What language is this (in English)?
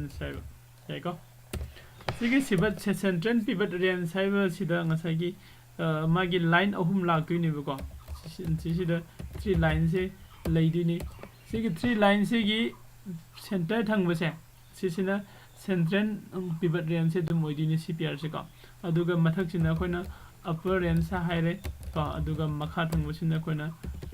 Manipuri